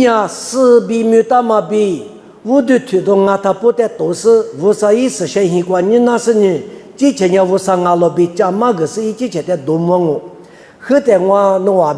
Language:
Lisu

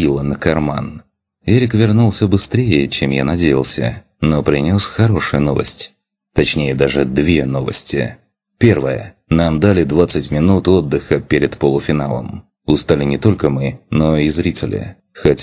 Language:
Russian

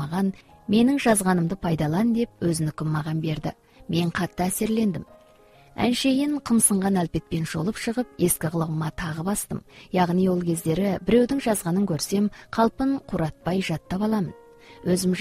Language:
Kazakh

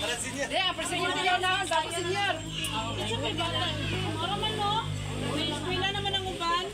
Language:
Cebuano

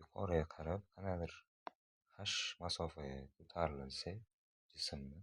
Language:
Uzbek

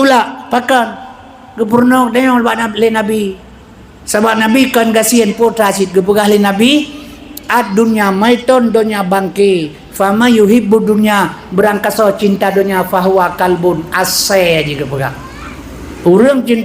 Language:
Achinese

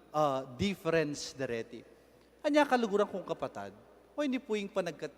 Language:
Pampanga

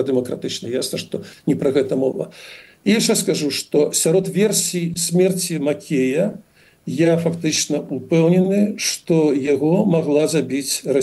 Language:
Belarusian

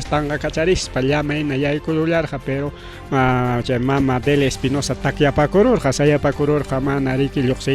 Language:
Ayacucho Quechua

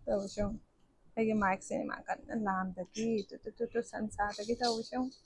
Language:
Manipuri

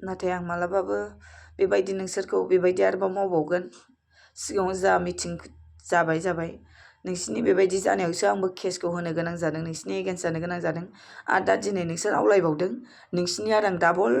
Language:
Bodo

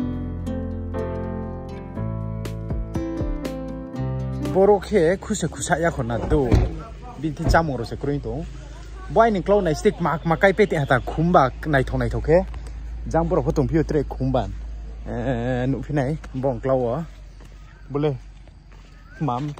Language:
Thai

